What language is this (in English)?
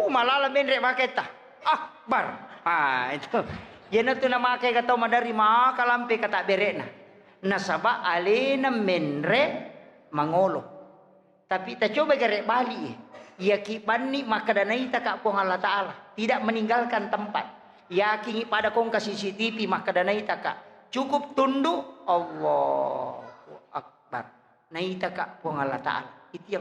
Buginese